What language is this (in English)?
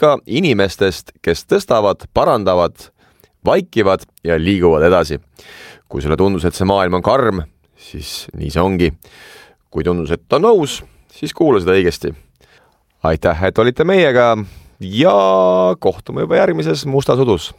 Estonian